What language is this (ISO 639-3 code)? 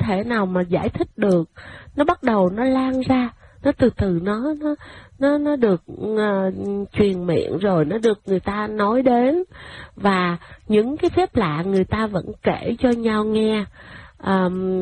vie